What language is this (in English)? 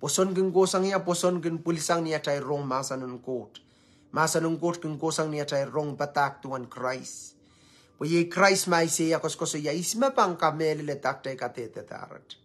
Pohnpeian